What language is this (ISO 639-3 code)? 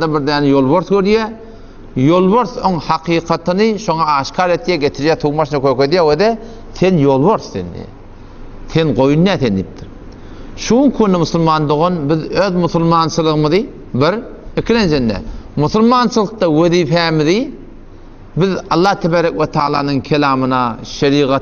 tuk